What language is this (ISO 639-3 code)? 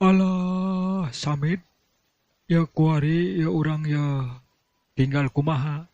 sun